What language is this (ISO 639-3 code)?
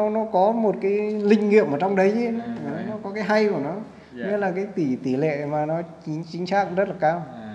vie